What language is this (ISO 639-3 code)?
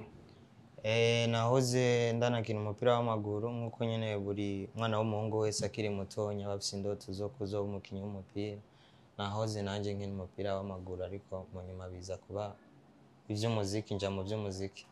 run